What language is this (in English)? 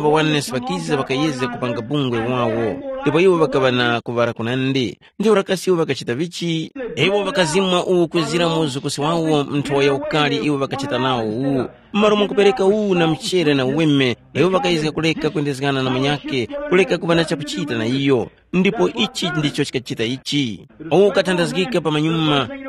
Tumbuka